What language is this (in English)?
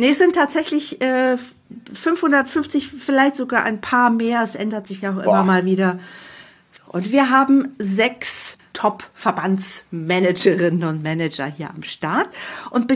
German